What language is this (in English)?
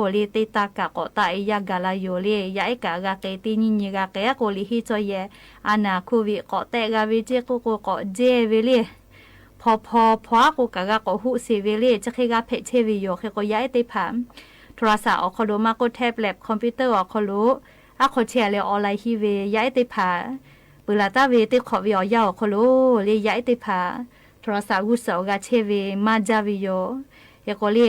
Lahu